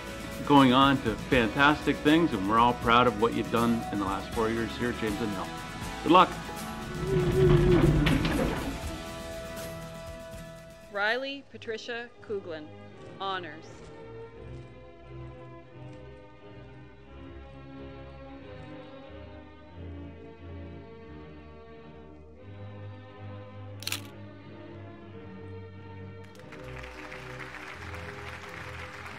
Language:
English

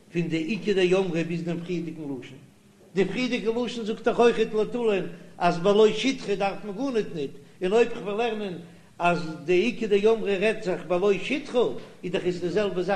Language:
Yiddish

